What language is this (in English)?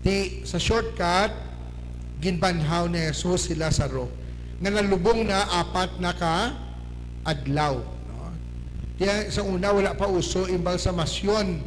Hiligaynon